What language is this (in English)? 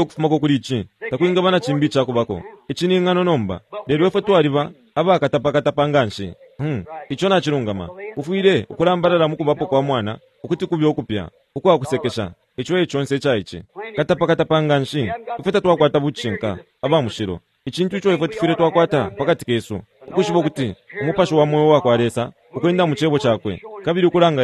Bemba